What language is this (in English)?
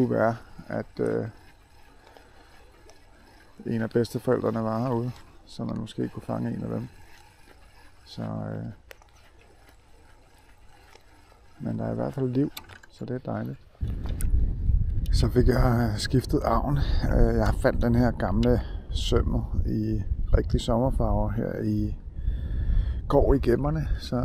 Danish